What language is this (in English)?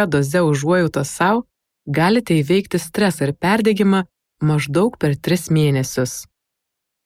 Lithuanian